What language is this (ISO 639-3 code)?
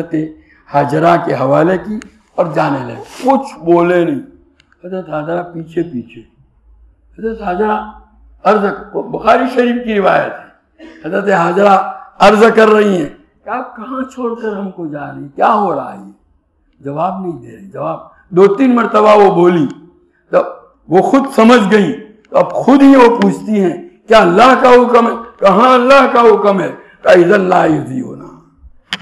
urd